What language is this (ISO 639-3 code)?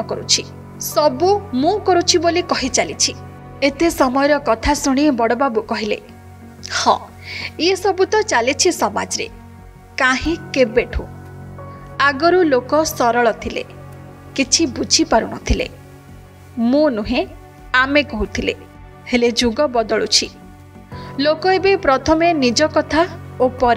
ori